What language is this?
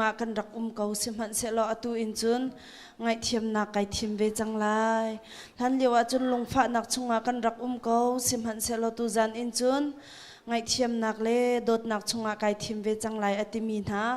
Hakha Chin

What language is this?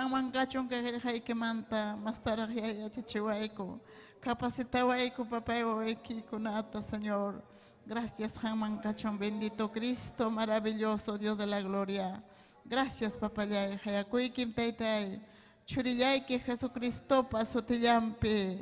Ayacucho Quechua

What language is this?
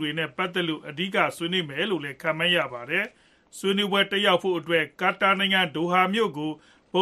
Burmese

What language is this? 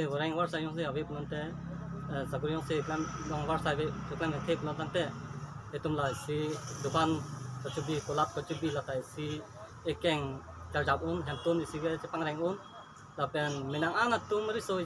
Karbi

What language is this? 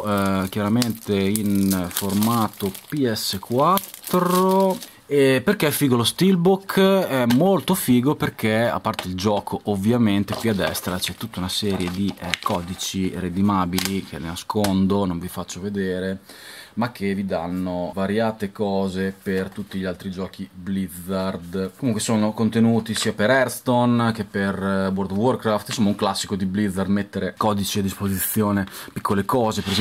Italian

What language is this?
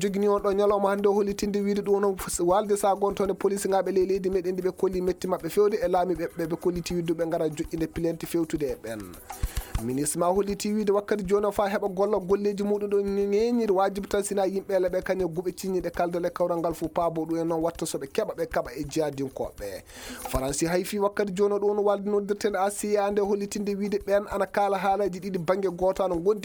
Maasina Fulfulde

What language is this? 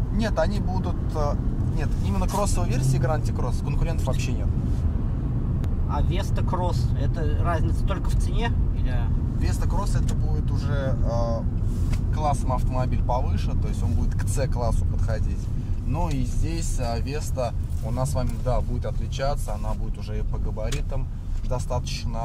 Russian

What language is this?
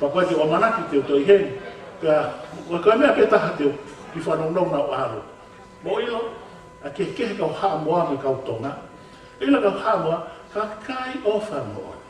Tongan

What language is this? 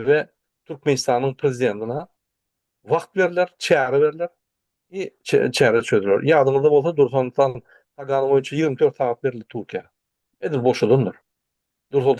Turkmen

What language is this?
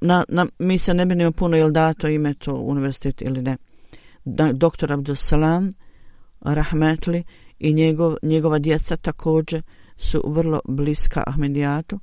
Bosnian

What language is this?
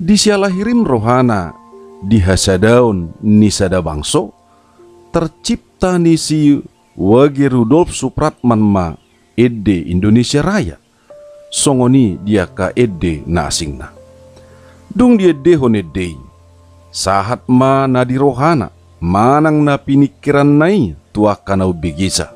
Batak Toba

